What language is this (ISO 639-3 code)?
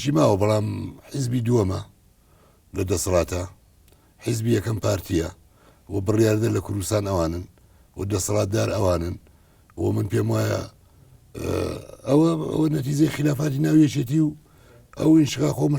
ckb